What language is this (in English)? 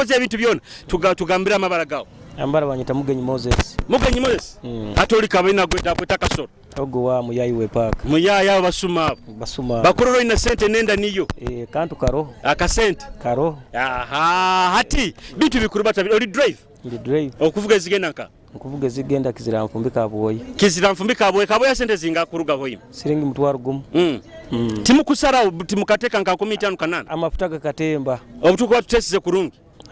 Nyoro